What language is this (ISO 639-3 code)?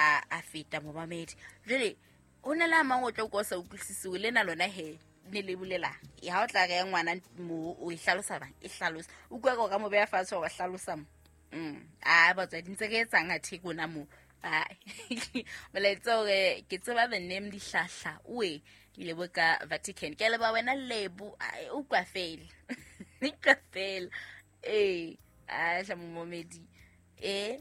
sot